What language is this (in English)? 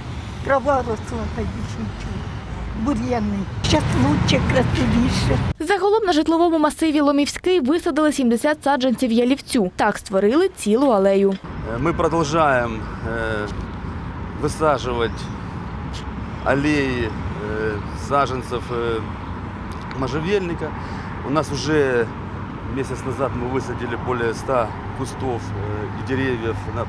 Ukrainian